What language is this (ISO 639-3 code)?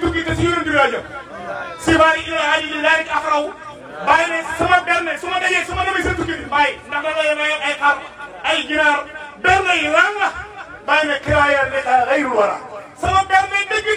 wol